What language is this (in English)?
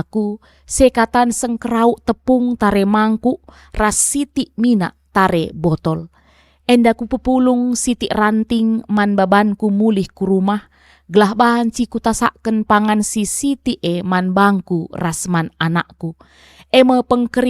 Batak Karo